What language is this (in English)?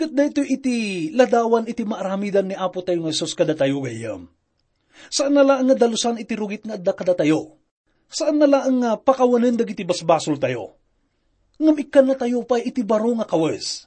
Iloko